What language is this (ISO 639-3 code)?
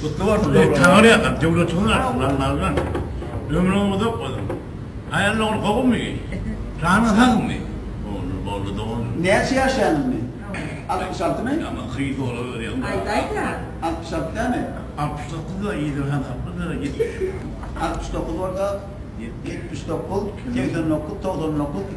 tuk